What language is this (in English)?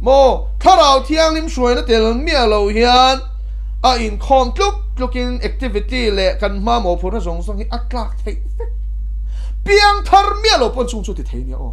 Mizo